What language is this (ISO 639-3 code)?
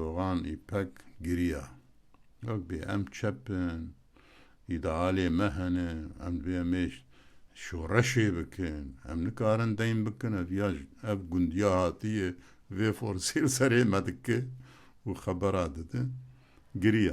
kur